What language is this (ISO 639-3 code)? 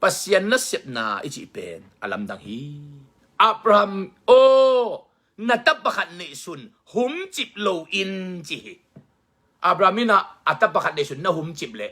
ctd